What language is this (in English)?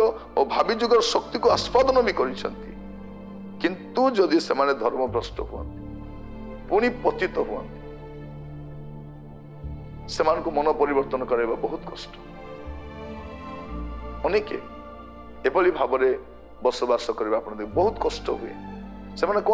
Odia